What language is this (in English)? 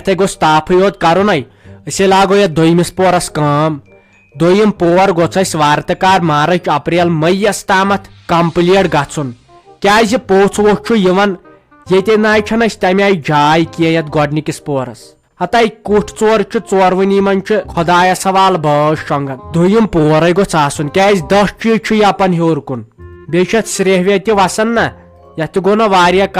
Kashmiri